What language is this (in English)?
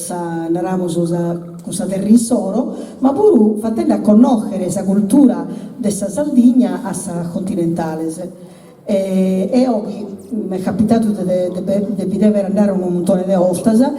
Sardinian